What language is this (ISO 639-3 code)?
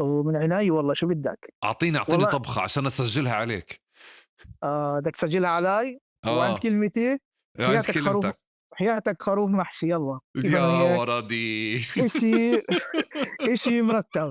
apc